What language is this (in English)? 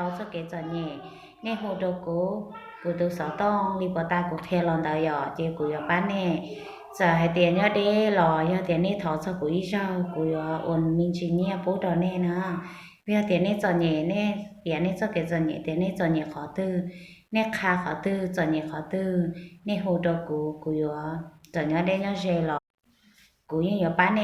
Hmong